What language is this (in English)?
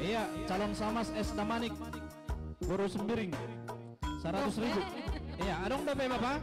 Batak Simalungun